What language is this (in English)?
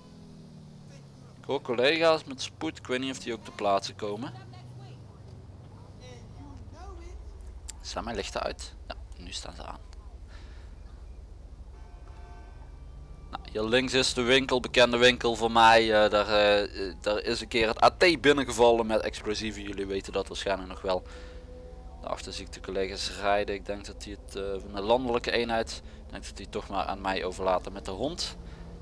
Dutch